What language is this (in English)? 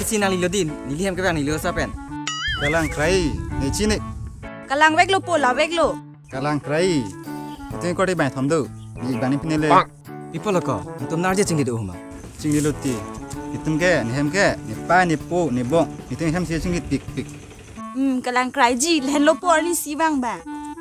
Karbi